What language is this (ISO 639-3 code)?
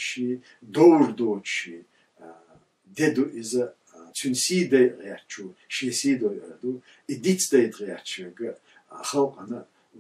che